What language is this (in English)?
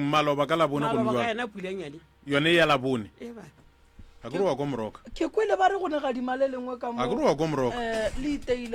Northern Sotho